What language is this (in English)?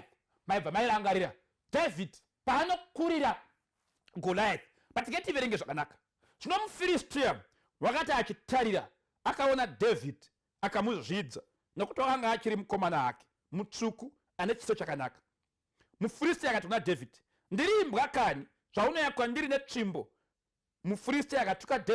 Shona